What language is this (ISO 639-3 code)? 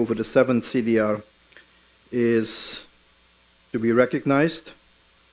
nld